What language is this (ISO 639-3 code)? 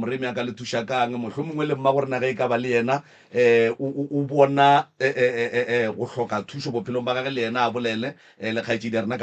nso